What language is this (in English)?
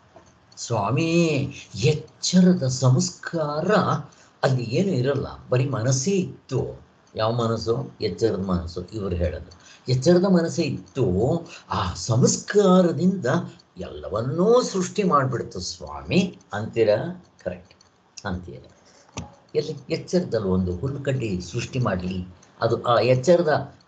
Kannada